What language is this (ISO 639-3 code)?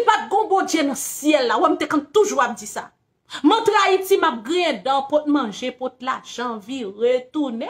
hat